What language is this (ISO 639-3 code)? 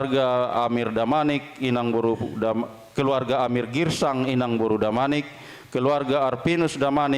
bts